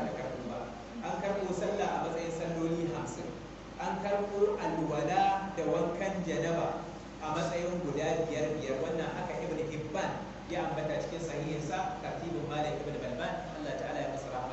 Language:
Hausa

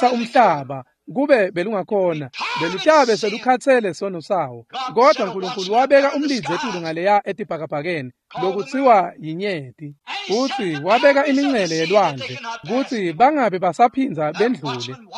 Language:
Swati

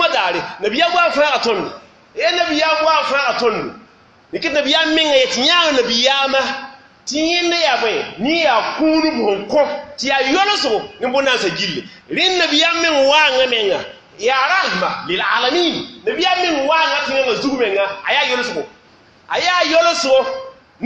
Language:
Mossi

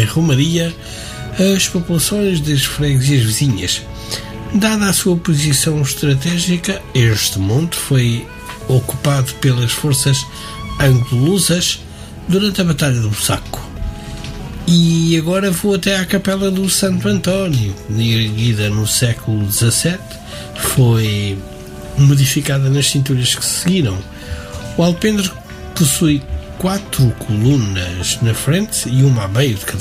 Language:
Portuguese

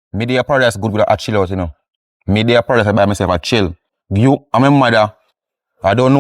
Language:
Jamaican Creole English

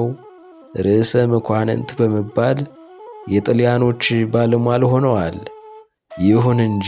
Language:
Amharic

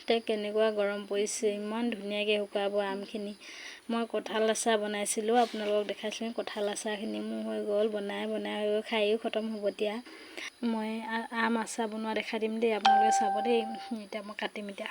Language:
Assamese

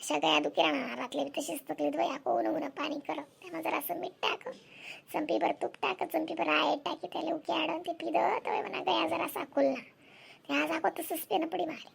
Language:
Khandesi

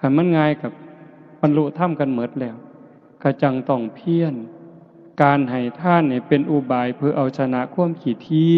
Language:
Northeastern Thai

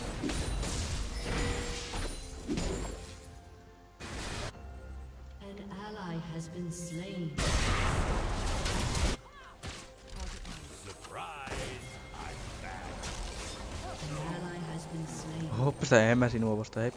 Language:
Finnish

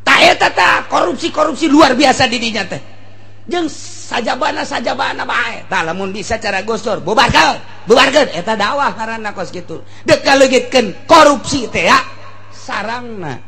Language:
Sundanese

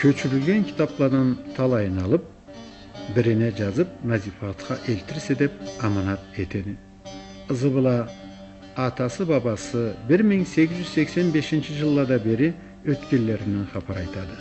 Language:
Karachay-Balkar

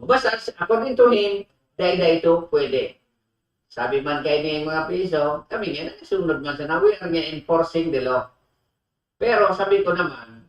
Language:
Bikol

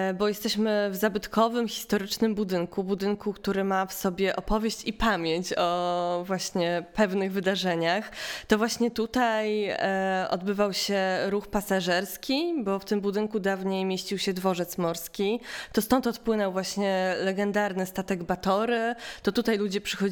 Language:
Polish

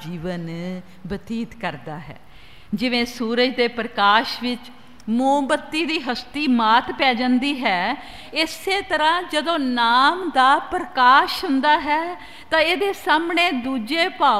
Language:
Punjabi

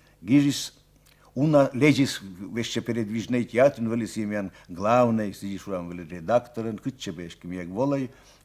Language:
Komi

